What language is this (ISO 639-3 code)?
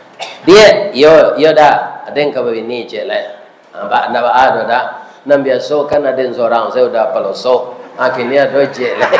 min